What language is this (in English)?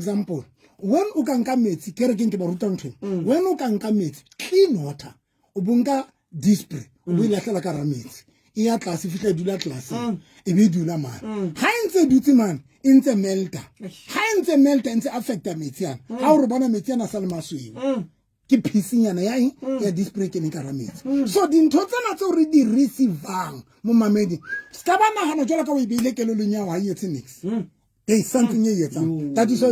Southern Sotho